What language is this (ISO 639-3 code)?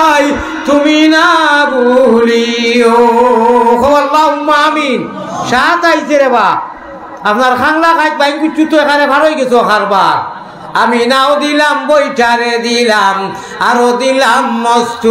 syl